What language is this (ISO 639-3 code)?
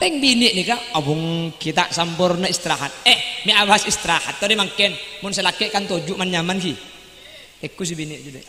mad